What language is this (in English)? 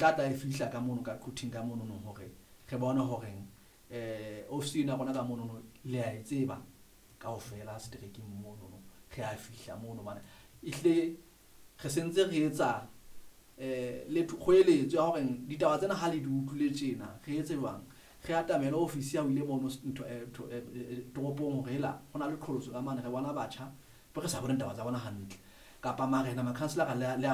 Southern Sotho